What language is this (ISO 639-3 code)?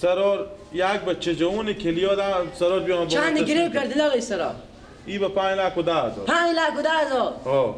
fas